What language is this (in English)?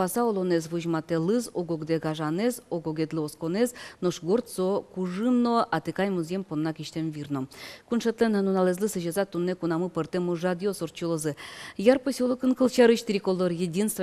Udmurt